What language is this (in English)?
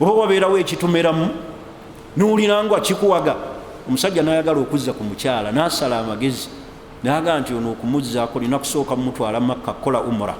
Ganda